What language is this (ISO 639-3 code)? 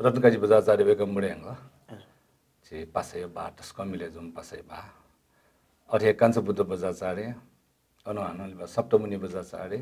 new